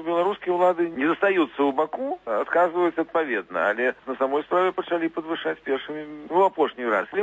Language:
Belarusian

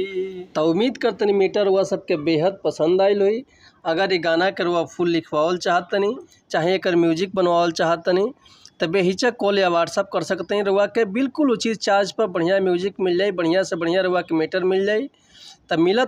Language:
Bhojpuri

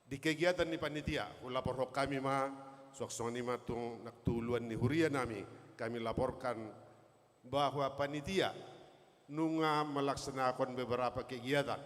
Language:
Batak Toba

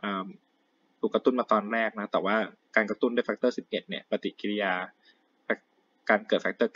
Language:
Thai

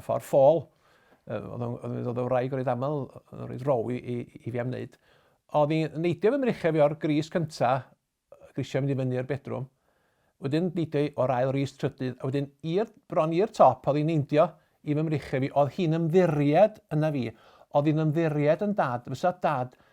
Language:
Welsh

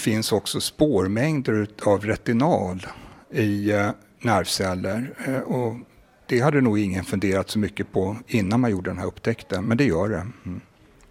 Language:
Swedish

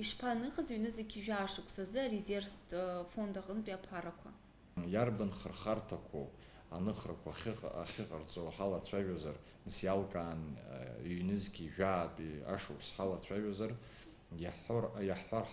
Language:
Abkhazian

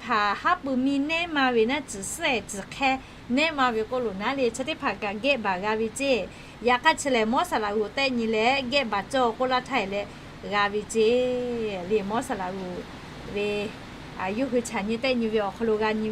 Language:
Lahu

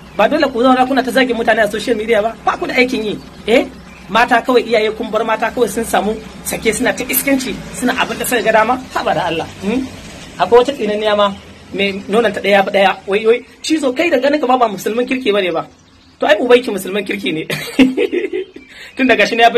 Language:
Hausa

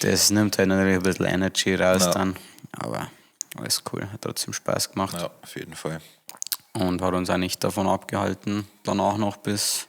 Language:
Bavarian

